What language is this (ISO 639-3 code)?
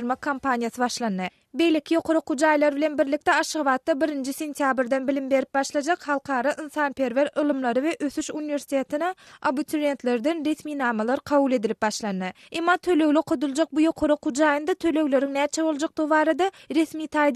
tuk